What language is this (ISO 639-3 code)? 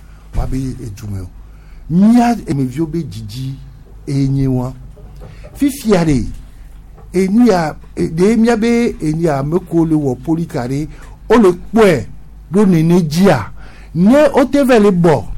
gej